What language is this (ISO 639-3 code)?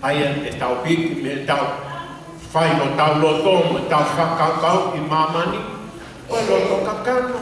ton